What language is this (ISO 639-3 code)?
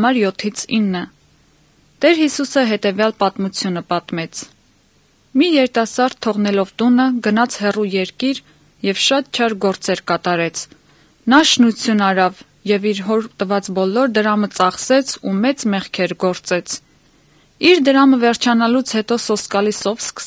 hye